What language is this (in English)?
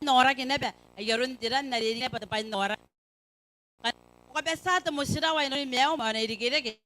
Gilbertese